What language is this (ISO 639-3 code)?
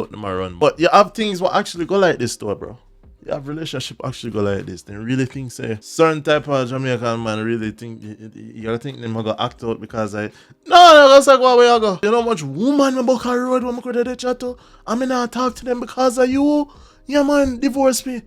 jam